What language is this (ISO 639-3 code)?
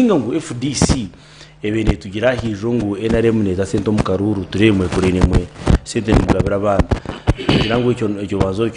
nyn